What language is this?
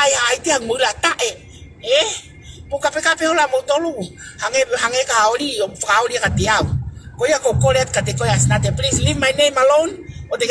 Tongan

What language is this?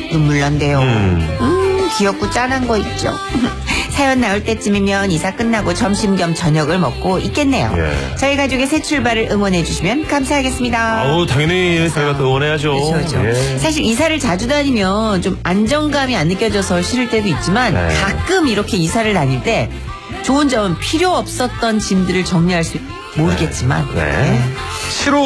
Korean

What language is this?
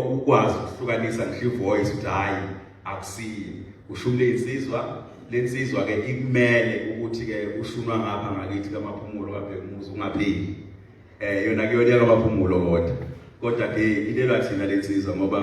Zulu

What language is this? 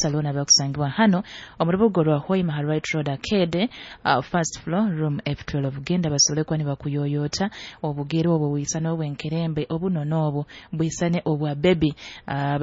Nyoro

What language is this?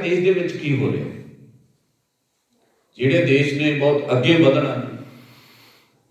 Punjabi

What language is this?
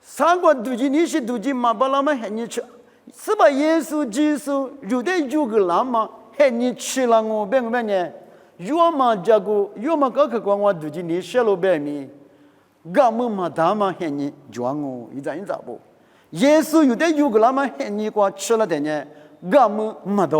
Lisu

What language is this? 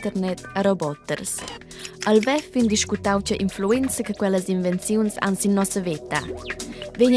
Romansh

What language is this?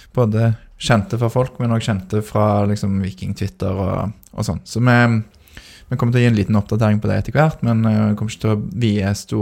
Norwegian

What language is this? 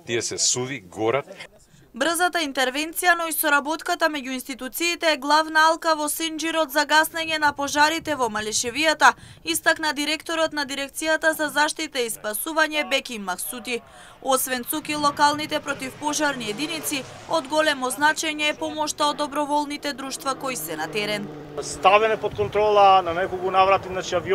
Macedonian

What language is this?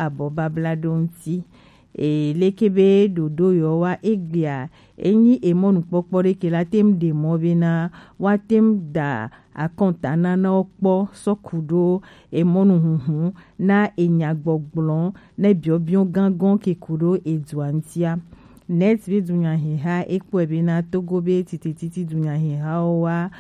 Gen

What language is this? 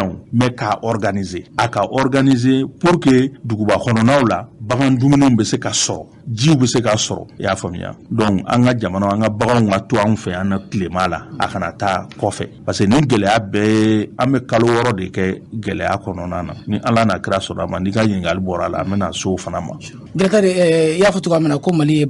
Bambara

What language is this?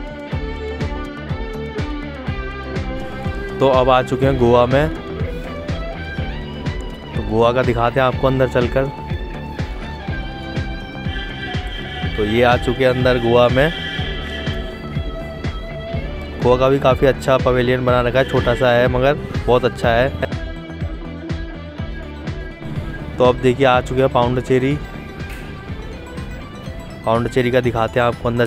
Hindi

